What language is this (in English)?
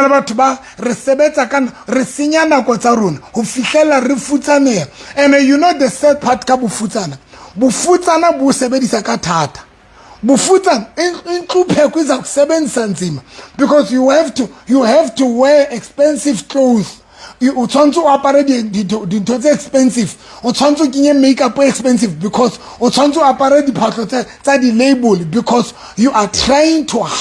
Southern Sotho